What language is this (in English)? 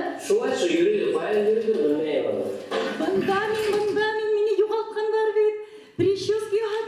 Bashkir